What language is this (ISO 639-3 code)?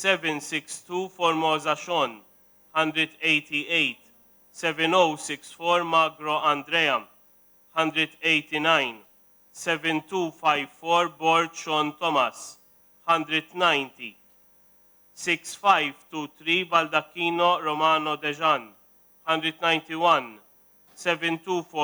mlt